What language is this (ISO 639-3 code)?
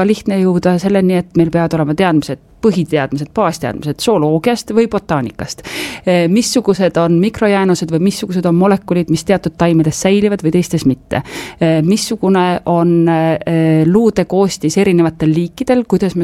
est